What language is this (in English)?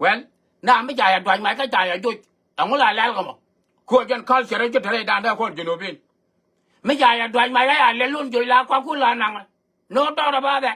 Nuer